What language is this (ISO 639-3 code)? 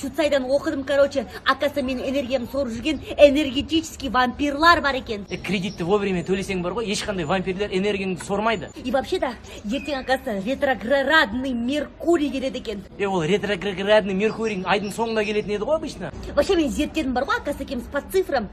kaz